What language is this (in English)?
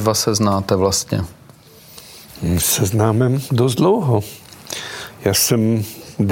Czech